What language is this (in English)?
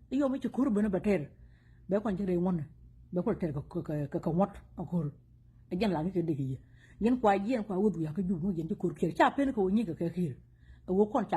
Nuer